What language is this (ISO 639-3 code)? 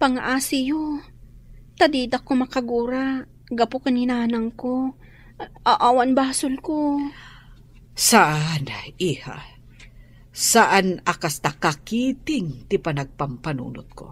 ilo